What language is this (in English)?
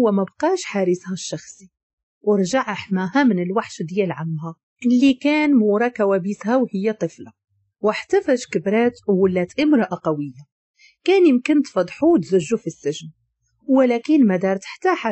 Moroccan Arabic